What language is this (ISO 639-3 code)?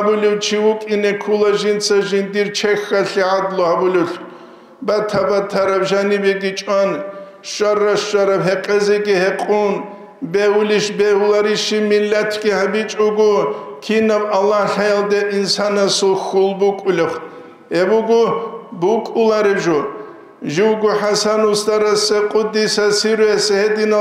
ava